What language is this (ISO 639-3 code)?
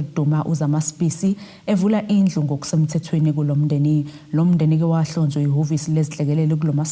zul